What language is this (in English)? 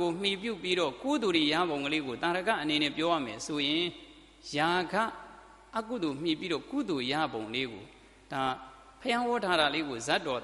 Burmese